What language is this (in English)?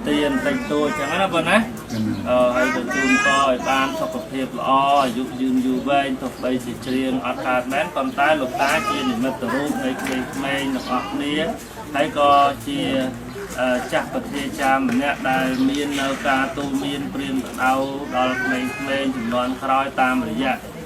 Khmer